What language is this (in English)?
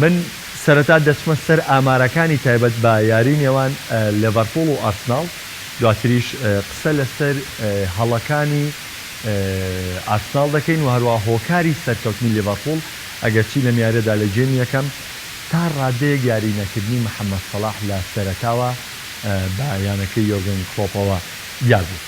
Central Kurdish